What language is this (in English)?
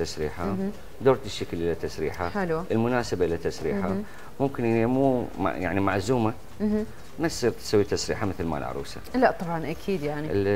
Mesopotamian Arabic